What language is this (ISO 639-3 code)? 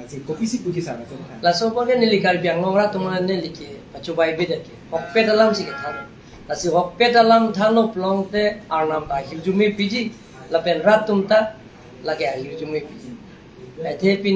mjw